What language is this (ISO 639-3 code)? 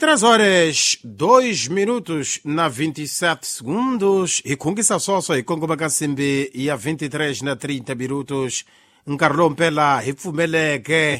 tso